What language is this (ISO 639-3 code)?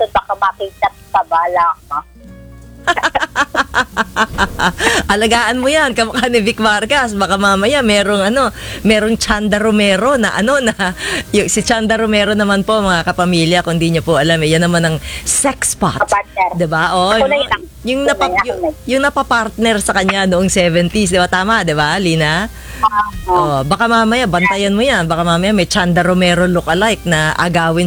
fil